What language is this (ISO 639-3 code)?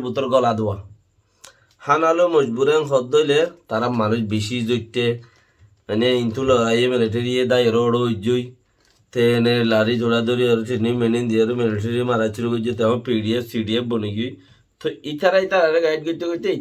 rhg